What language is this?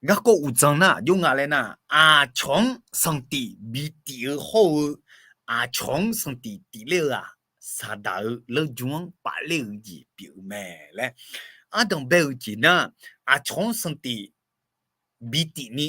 Akha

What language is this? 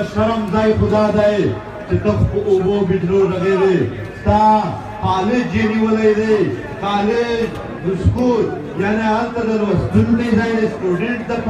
Pashto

